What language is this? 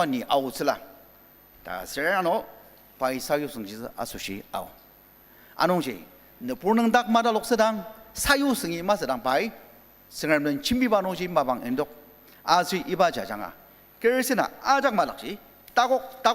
Ao Naga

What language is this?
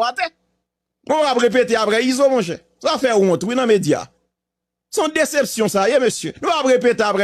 Haitian Creole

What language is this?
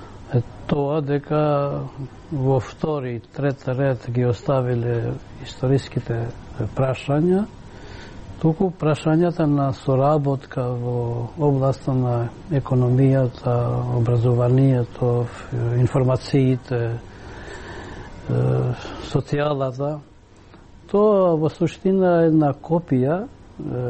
Macedonian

